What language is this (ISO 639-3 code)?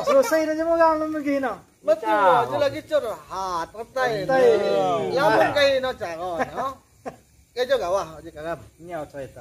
abl